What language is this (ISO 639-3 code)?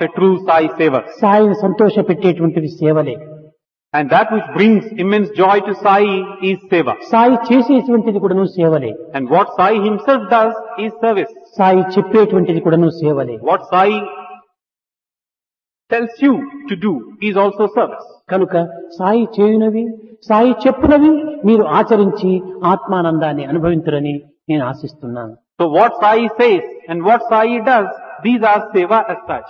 tel